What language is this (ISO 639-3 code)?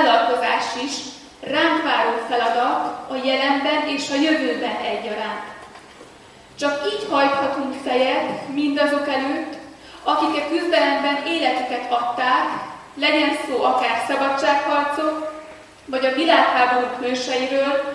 hun